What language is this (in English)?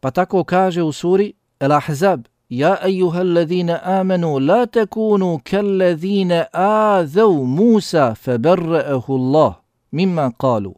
Bosnian